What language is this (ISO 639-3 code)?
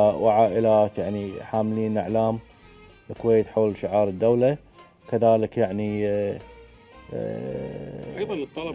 afb